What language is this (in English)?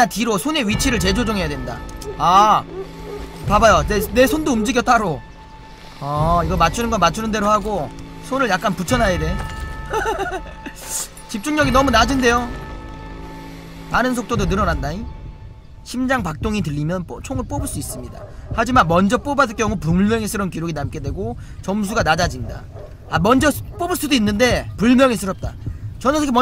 Korean